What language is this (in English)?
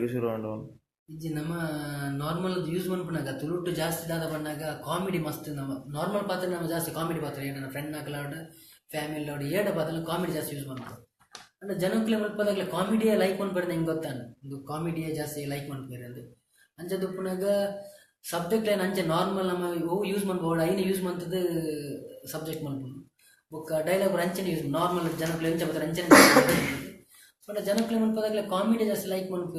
Tulu